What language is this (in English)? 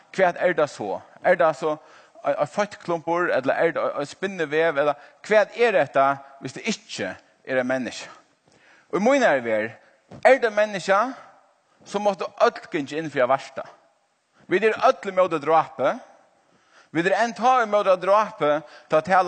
Faroese